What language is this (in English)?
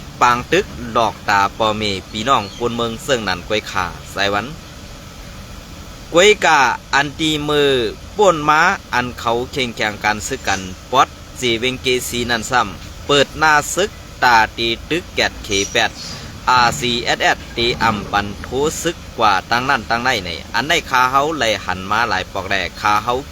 Shan